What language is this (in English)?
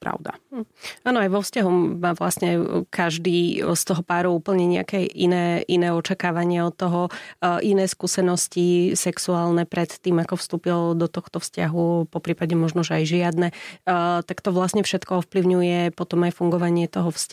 Slovak